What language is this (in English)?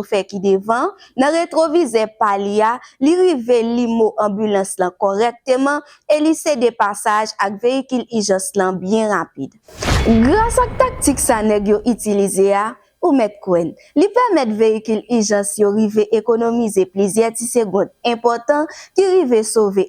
Haitian Creole